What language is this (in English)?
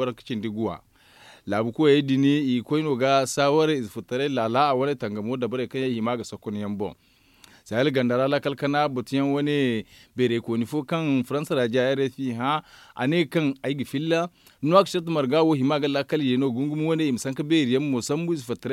Zarma